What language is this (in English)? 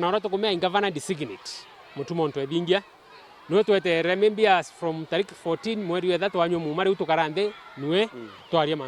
Meru